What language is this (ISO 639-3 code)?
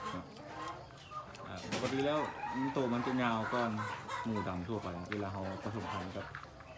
lao